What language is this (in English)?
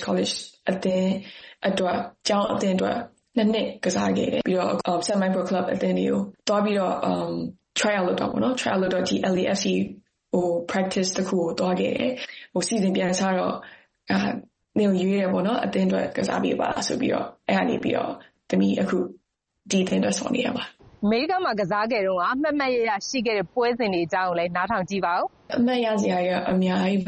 Burmese